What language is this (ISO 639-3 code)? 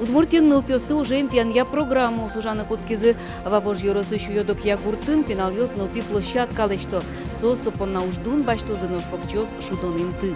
udm